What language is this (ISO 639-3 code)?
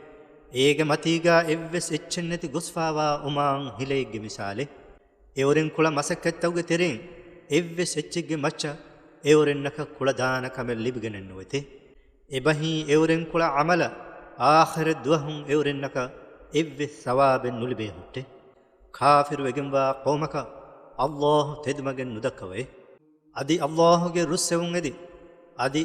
div